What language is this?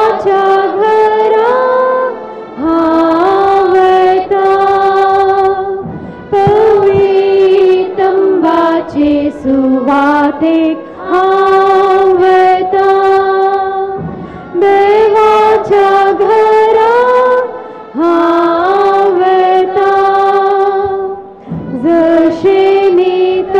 Konkani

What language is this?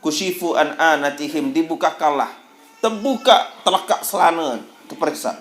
Sasak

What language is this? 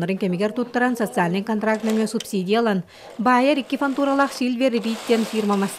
Yakut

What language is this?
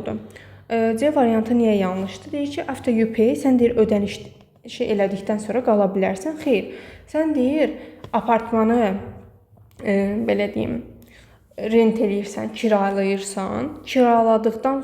Azerbaijani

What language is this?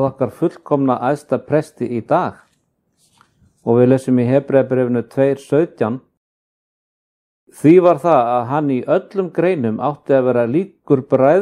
Icelandic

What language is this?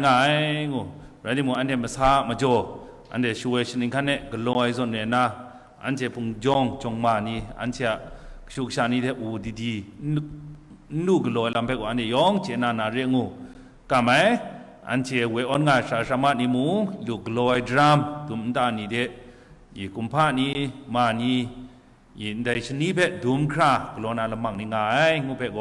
Kachin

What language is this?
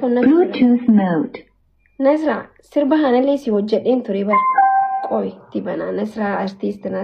Oromo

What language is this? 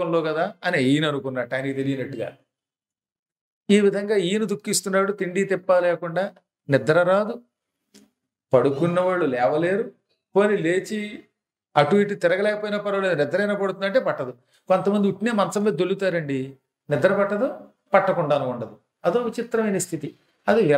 Telugu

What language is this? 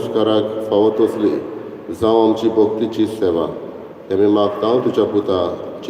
Konkani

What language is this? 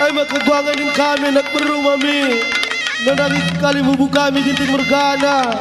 Batak Karo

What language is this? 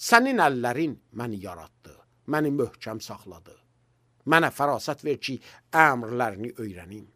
Azerbaijani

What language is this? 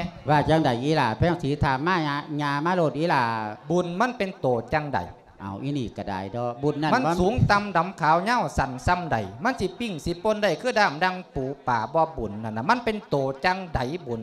Lao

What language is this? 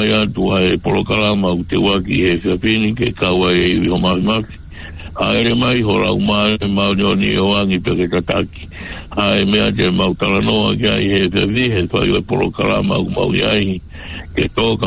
Tongan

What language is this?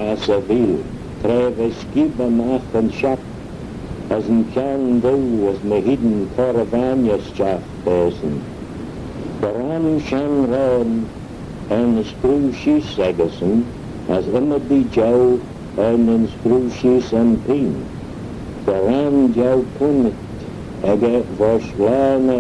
Manx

